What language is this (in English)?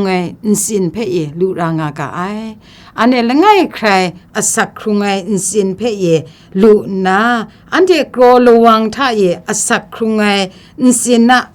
Kachin